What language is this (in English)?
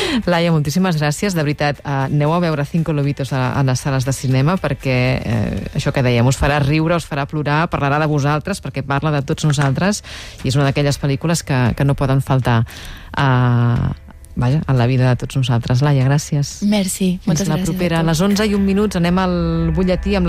Catalan